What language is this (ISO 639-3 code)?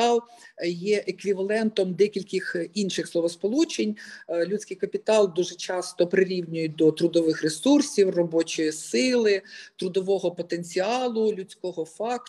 ukr